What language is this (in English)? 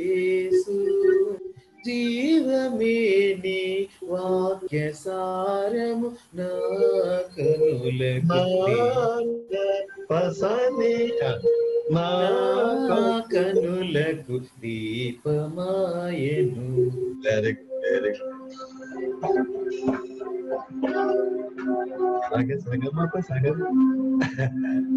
Telugu